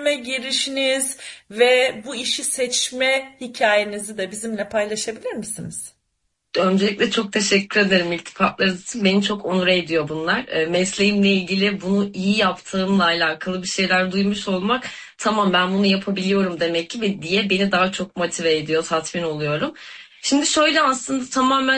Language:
Turkish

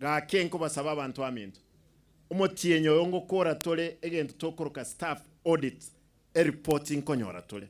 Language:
Gusii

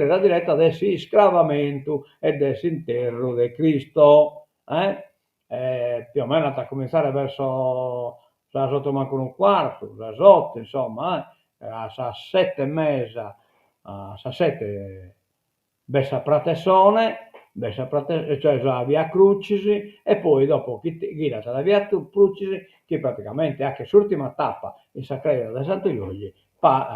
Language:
Sardinian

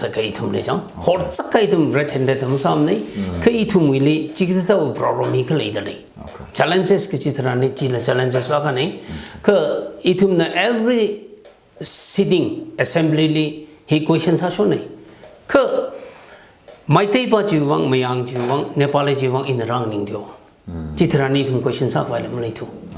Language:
Tangkhul Naga (India)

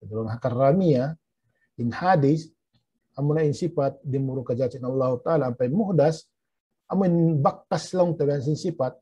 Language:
Tausug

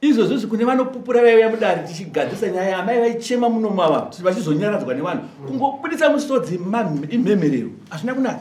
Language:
Shona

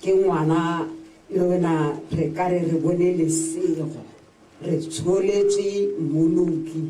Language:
Tswana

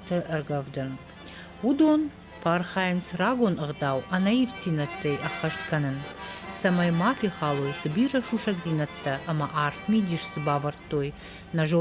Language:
Ossetic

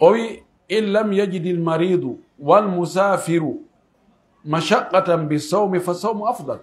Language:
Pular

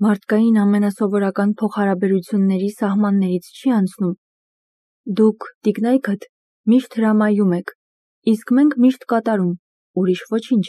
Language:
Armenian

